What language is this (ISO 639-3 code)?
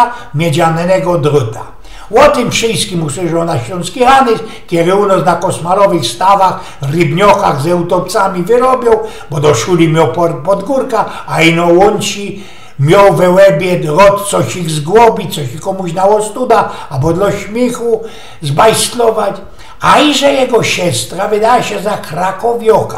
szl